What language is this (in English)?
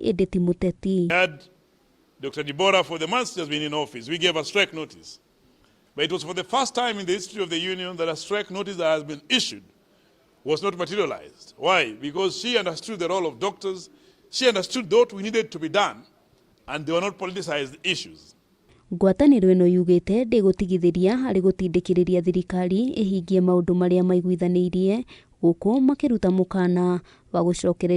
Kikuyu